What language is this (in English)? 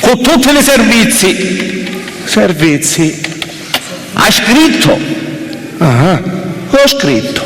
Sicilian